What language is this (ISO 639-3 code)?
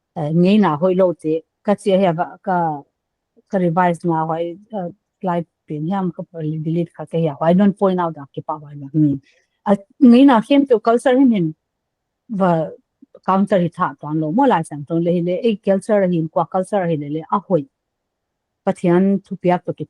pck